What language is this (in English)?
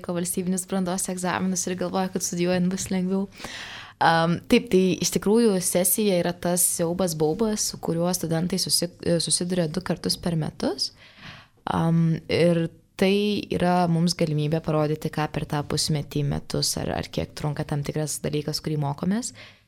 Lithuanian